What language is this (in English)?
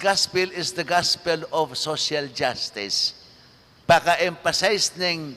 Pampanga